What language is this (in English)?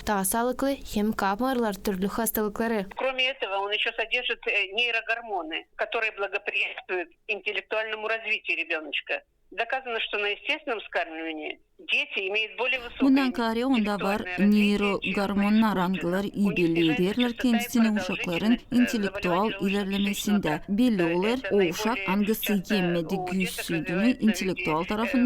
Gagauz